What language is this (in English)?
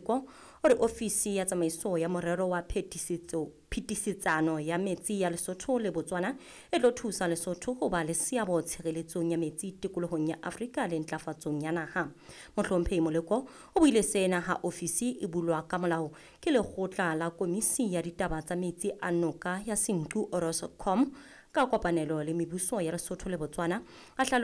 Southern Sotho